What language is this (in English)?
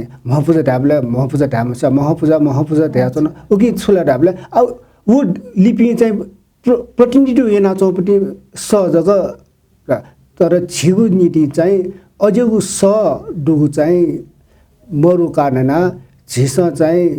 Newari